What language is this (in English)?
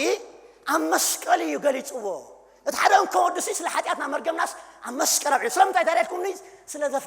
Tigrinya